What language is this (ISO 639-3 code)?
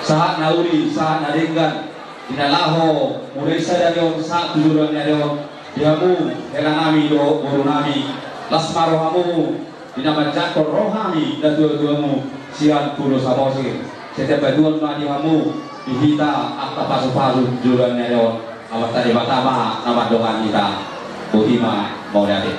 bbc